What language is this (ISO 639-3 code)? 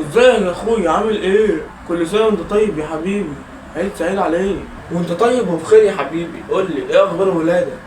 arz